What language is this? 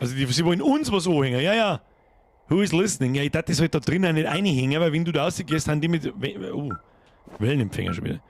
Bavarian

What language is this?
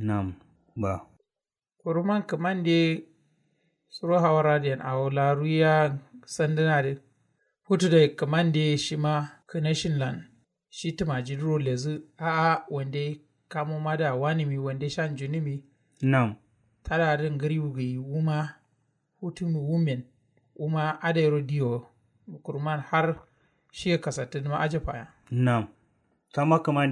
Kanuri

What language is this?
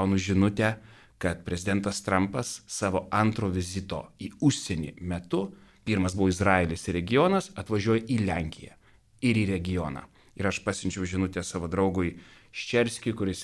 Lithuanian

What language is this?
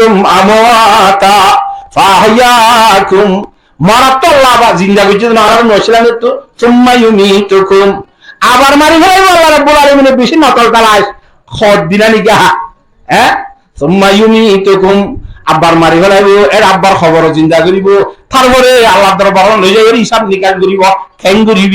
Rohingya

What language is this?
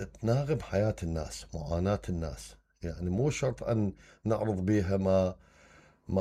Mesopotamian Arabic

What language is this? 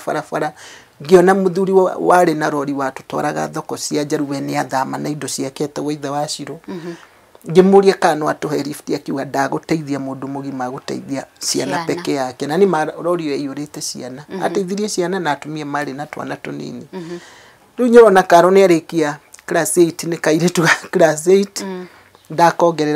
Kikuyu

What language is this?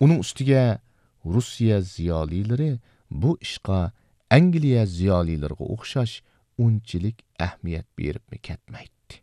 Uyghur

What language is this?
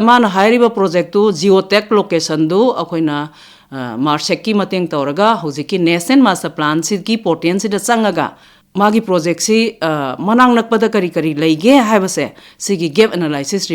Manipuri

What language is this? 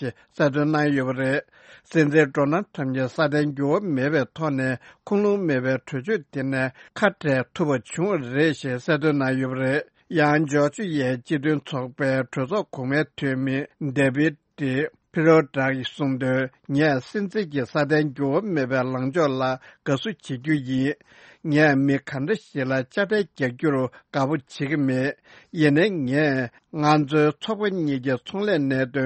Tibetan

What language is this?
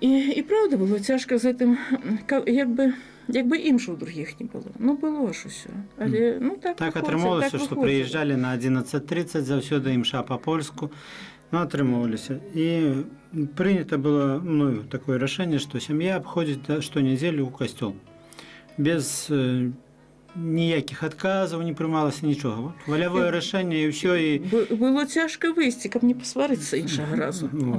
Belarusian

